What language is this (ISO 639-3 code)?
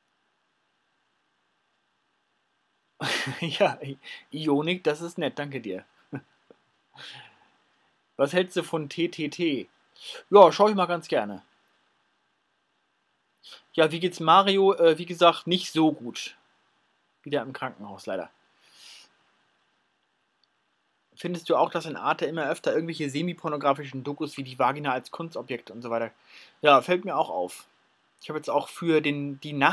deu